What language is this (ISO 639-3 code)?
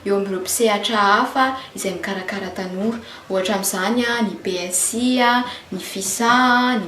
mlg